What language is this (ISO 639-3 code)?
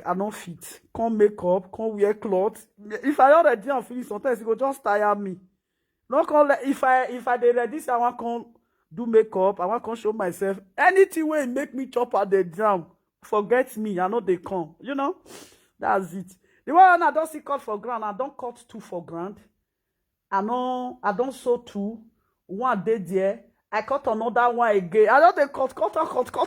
pcm